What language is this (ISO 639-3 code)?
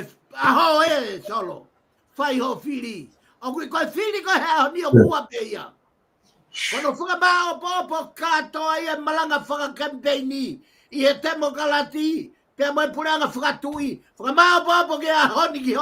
ton